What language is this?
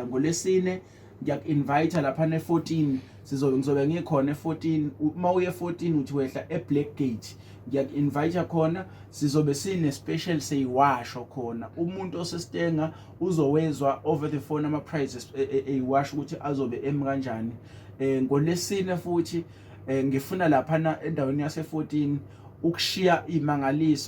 Zulu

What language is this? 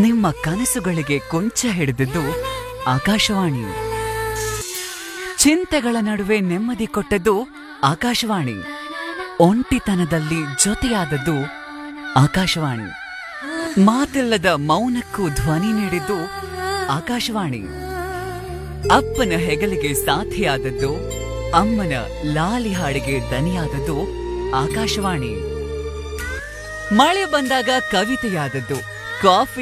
Kannada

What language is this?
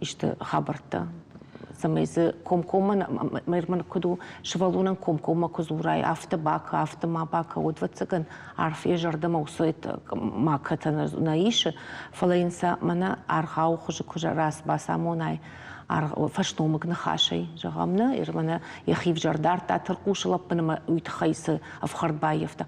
Ossetic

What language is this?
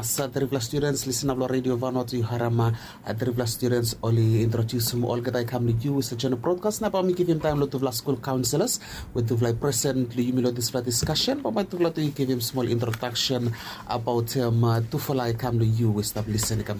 Bislama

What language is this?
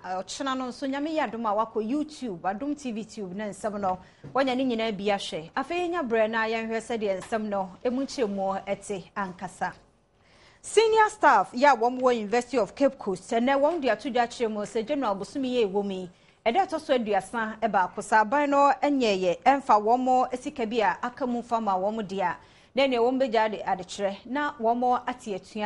Akan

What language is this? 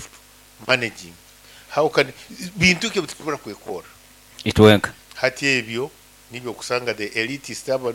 Nyankole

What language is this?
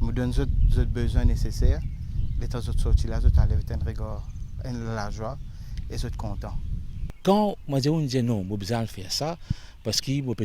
Morisyen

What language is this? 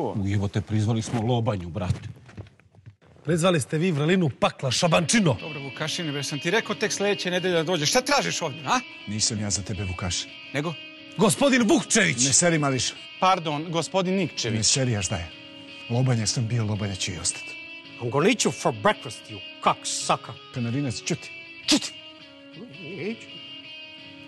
Serbian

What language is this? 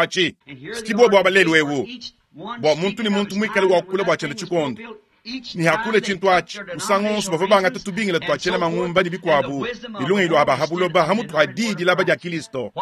Luba-Lulua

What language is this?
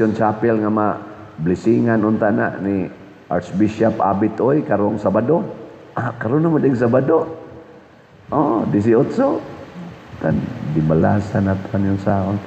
Cebuano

